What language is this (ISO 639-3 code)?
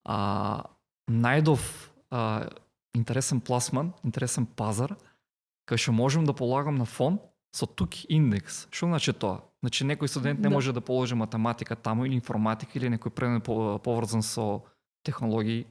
mkd